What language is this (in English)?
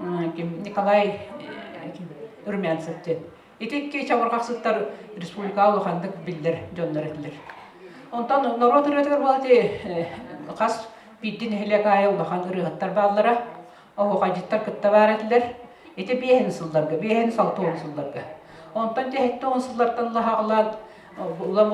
Yakut